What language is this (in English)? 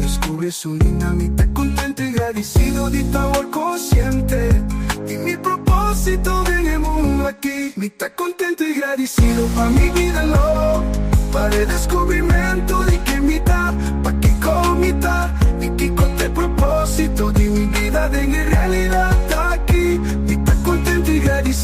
Papiamento